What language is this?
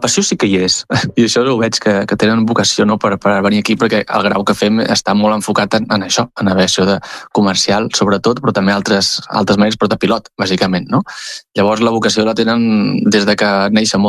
Catalan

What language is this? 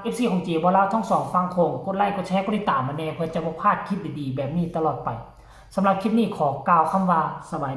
Northeastern Thai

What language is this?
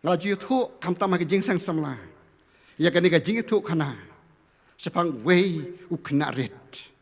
Khasi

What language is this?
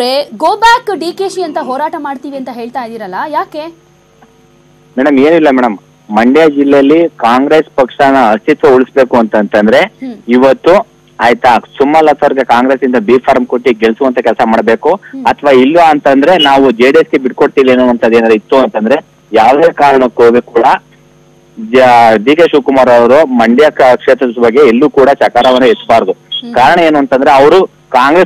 Kannada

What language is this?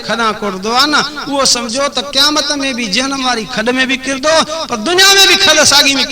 Sindhi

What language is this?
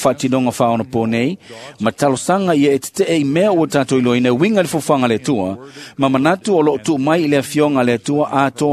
Samoan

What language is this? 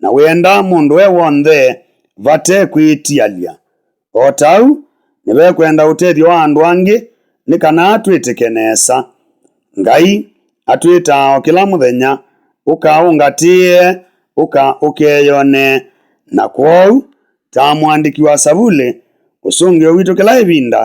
Kamba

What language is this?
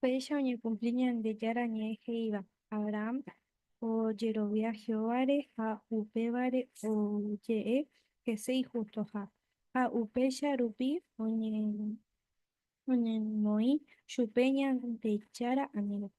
Guarani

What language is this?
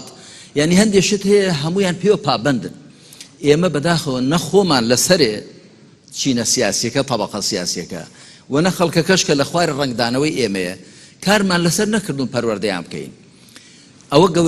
Central Kurdish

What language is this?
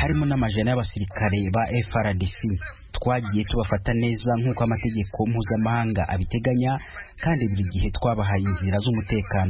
Kinyarwanda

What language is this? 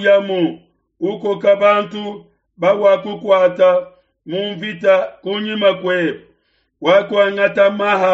Luba-Lulua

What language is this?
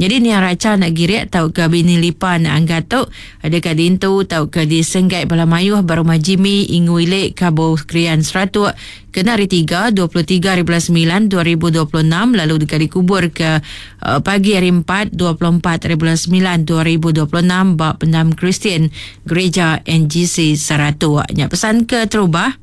Iban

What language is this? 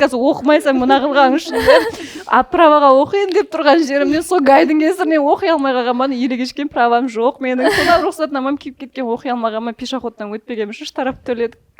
Kara-Kalpak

